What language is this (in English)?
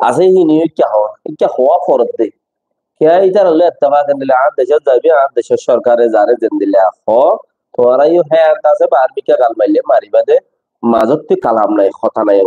Rohingya